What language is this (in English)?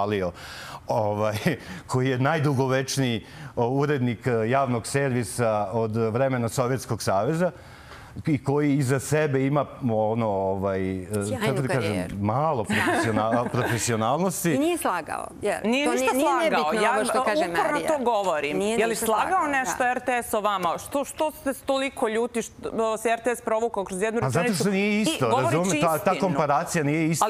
Serbian